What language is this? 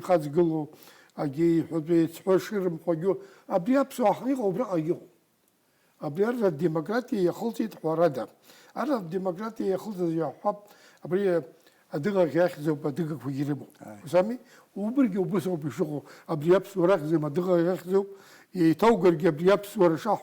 Abkhazian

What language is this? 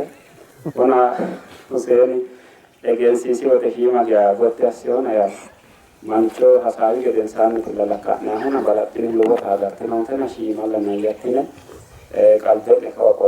Sidamo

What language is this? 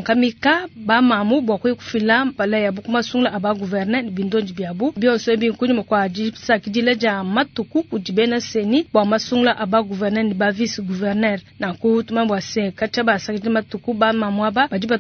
Luba-Lulua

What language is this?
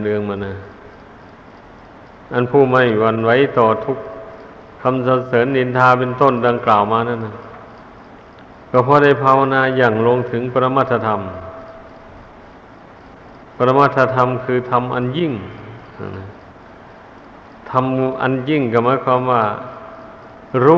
Thai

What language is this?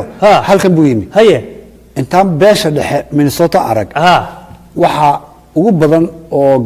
Somali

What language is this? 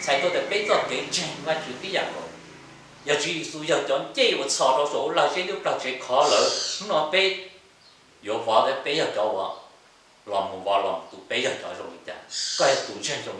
Hmong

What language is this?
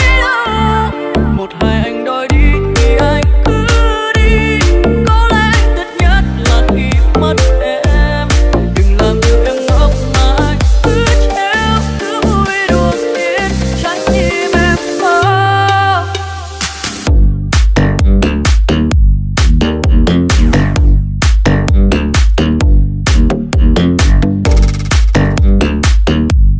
Vietnamese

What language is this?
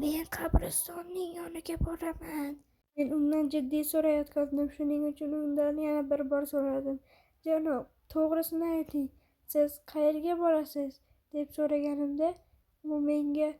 Uzbek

